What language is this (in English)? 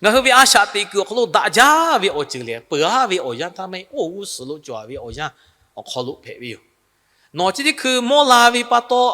Lahu